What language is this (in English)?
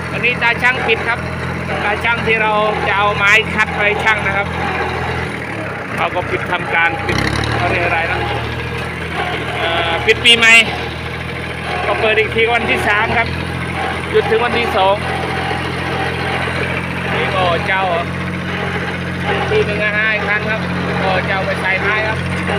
Thai